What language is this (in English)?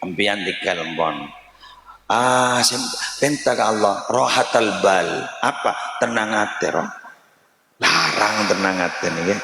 Madurese